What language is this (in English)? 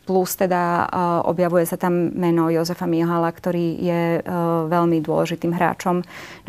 Slovak